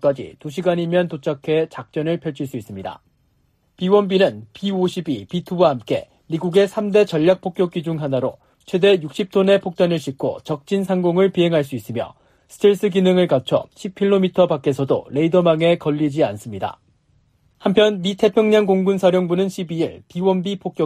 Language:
Korean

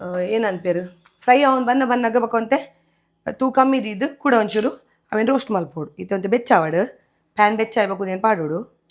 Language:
Tulu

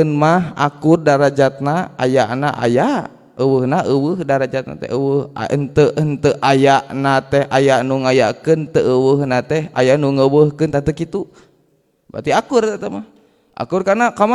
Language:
Sundanese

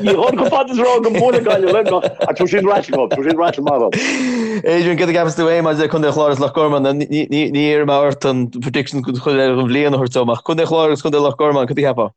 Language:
Irish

